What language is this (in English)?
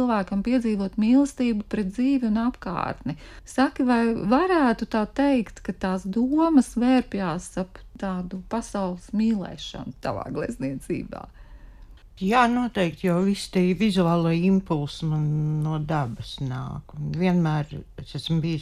Latvian